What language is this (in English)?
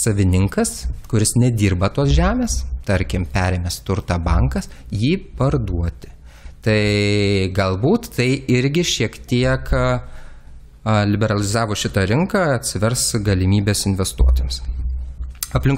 Lithuanian